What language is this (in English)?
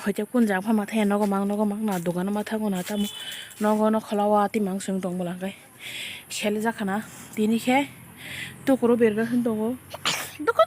Kok Borok